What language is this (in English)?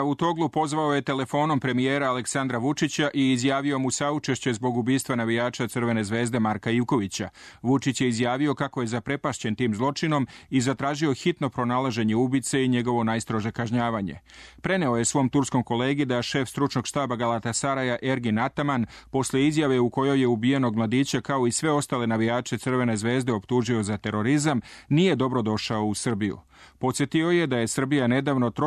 Serbian